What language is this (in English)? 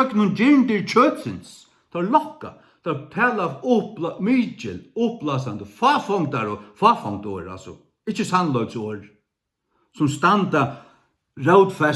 Faroese